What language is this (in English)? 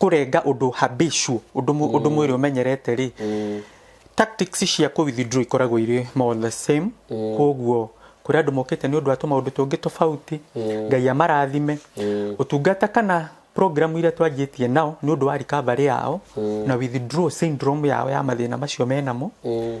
Kikuyu